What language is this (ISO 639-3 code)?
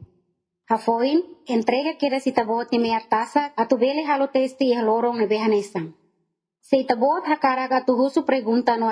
tet